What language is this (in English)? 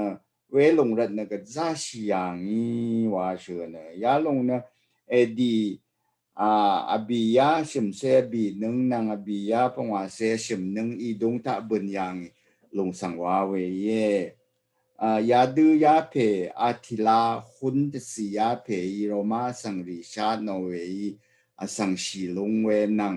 Rawang